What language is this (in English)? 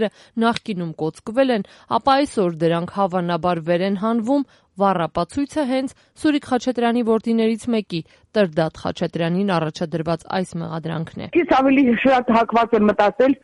Armenian